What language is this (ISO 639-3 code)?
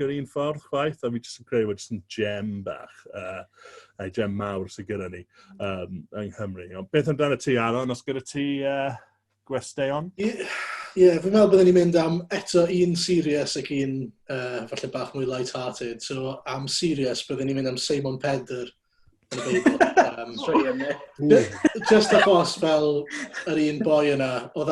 cym